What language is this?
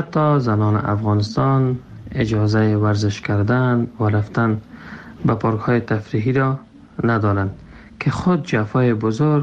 Persian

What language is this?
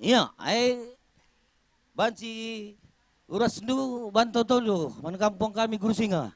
Batak Karo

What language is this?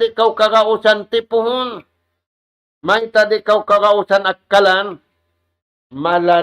Tausug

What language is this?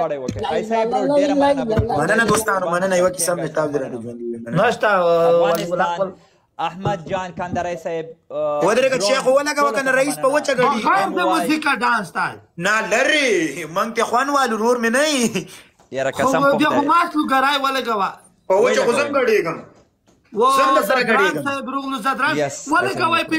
Pashto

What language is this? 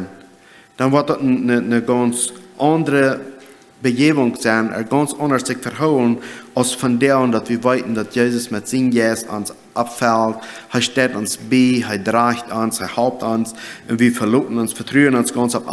Plautdietsch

